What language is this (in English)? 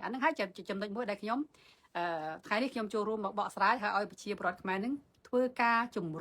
Khmer